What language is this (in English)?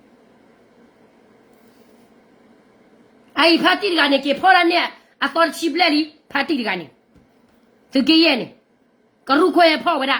S'gaw Karen